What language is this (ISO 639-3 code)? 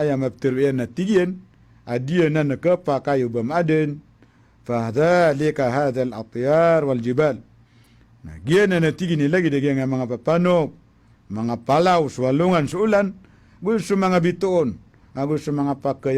mrw